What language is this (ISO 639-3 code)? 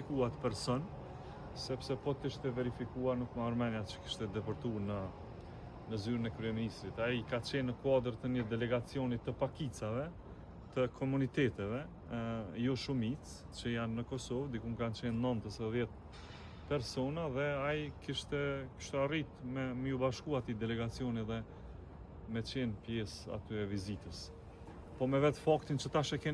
sqi